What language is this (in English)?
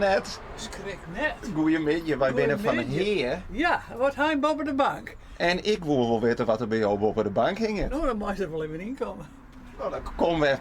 Western Frisian